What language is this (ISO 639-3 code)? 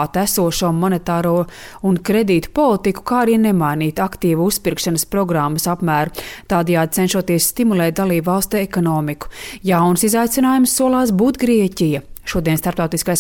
lav